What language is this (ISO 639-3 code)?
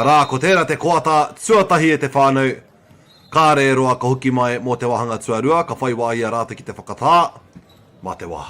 mri